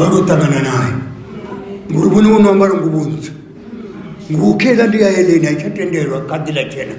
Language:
Venda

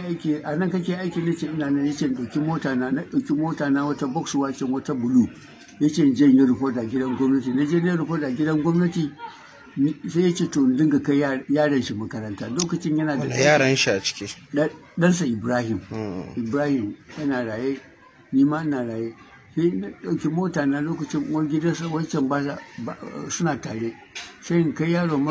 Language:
Hausa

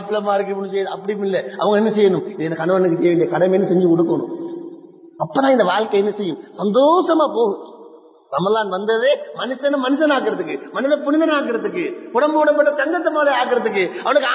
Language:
Tamil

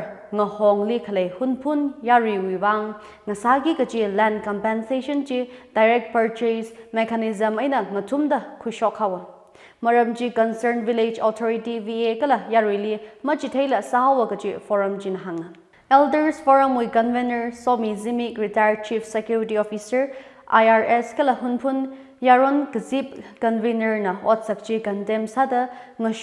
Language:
Tangkhul Naga (India)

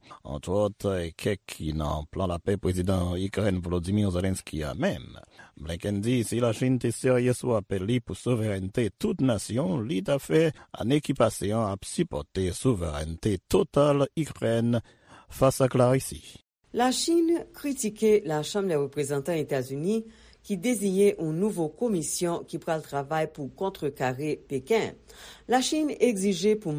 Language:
Haitian Creole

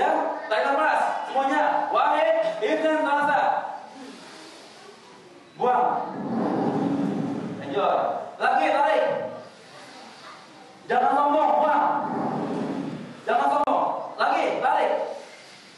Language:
Indonesian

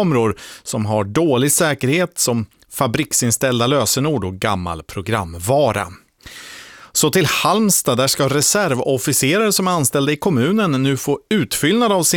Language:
Swedish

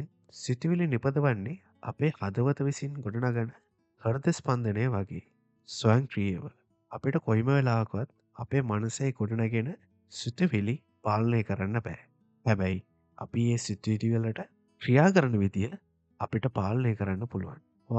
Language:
Sinhala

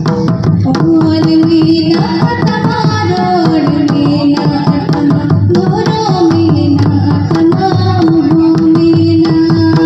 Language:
Santali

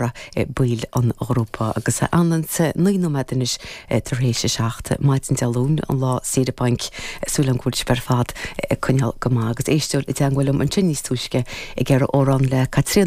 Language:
Irish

